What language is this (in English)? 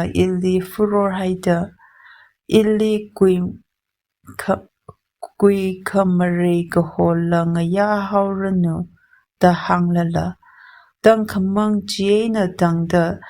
Tangkhul Naga (India)